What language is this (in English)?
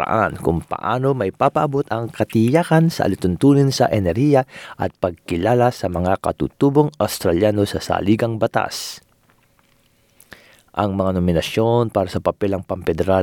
Filipino